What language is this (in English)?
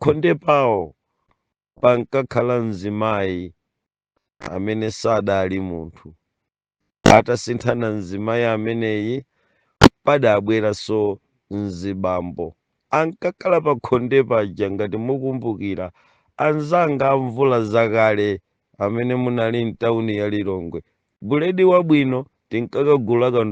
Nyanja